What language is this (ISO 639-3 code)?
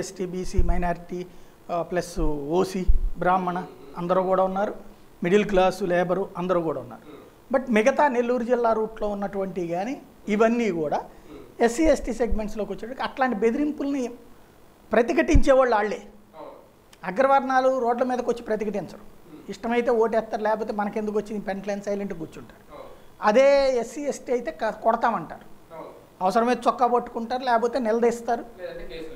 tel